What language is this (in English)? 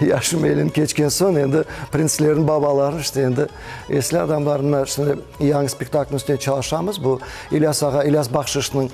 Crimean Tatar